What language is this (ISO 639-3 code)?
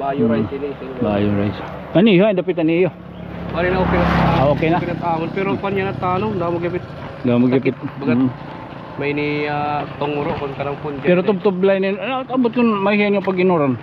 war